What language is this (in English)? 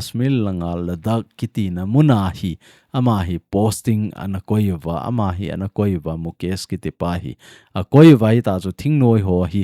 Thado Chin